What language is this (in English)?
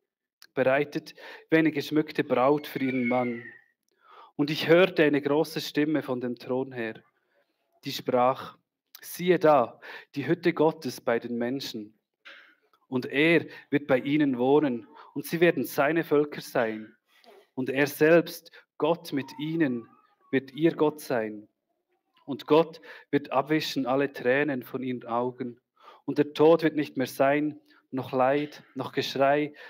Swiss German